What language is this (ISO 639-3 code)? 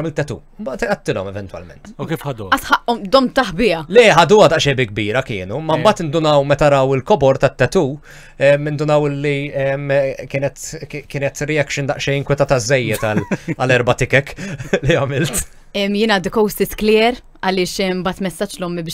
mlt